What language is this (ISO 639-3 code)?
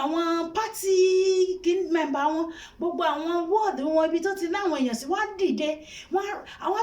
yor